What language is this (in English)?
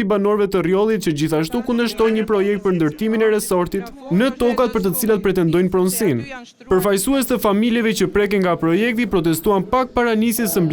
Albanian